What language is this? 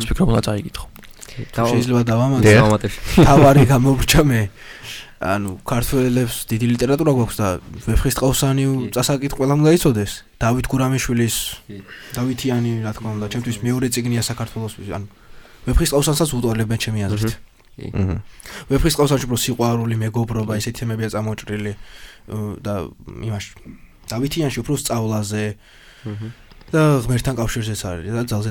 Georgian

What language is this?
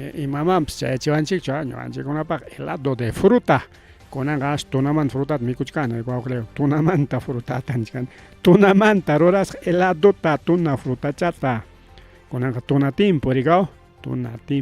Ayacucho Quechua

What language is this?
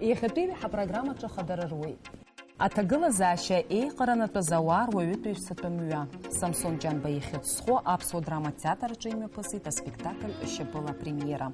Abkhazian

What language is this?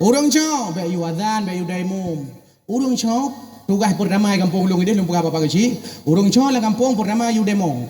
Achinese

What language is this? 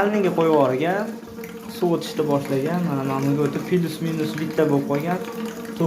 Uzbek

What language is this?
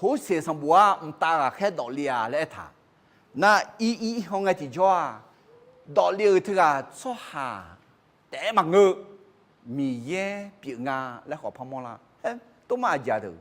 Akha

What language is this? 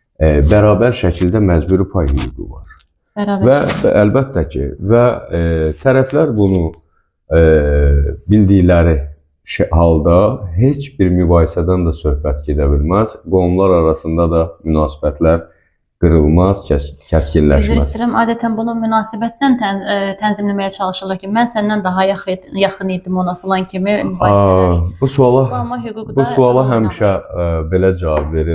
Azerbaijani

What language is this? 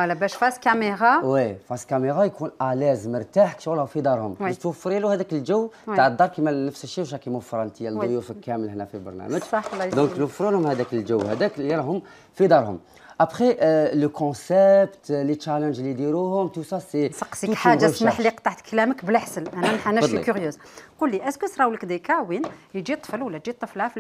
Algerian Arabic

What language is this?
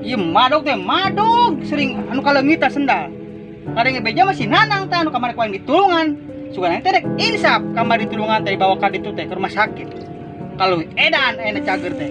Sundanese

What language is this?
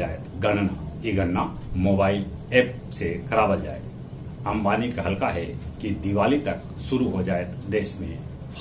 Magahi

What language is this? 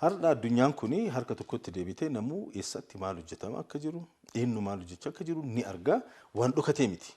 Oromo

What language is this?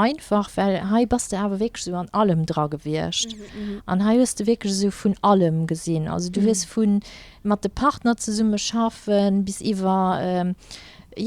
Luxembourgish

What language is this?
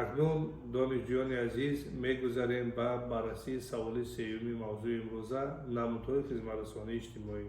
Tajik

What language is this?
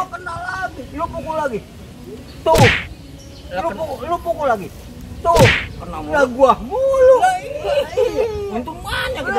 Betawi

